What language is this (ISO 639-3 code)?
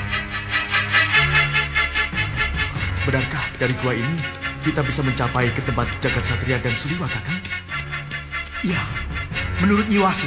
ind